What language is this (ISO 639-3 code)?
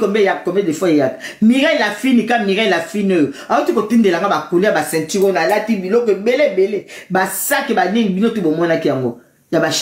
lin